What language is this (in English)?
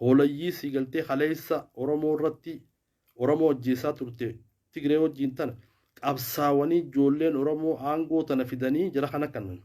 Oromo